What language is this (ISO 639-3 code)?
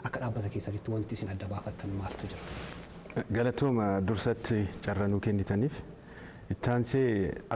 orm